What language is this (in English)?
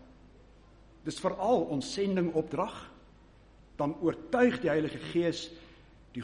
Afrikaans